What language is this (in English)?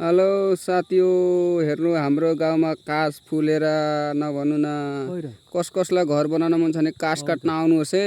Nepali